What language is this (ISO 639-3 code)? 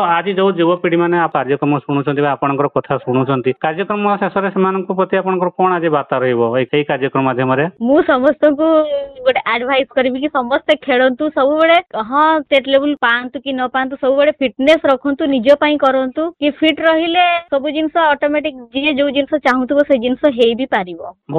ori